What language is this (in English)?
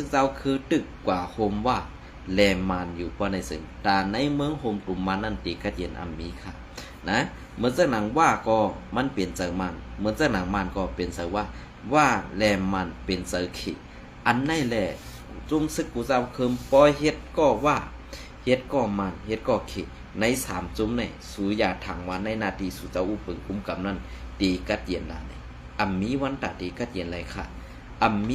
Shan